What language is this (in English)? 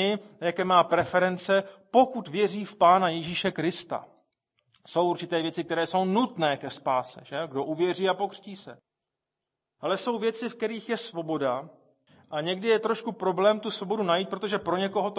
Czech